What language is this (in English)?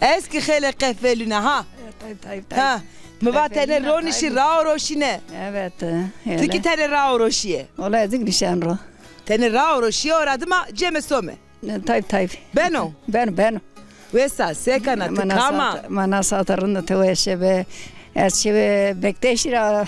Zaza